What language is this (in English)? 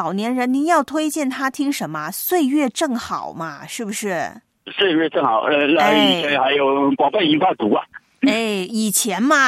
Chinese